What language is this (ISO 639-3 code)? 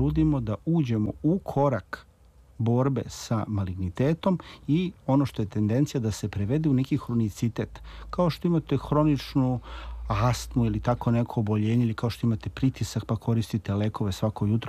srp